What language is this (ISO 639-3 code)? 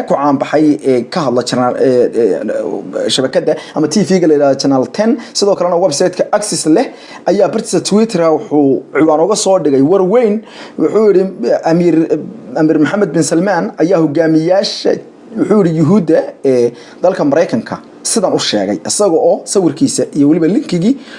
som